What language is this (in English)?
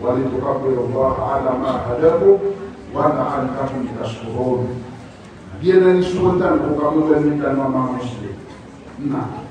Maranao